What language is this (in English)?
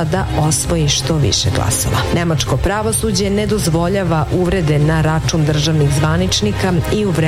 Serbian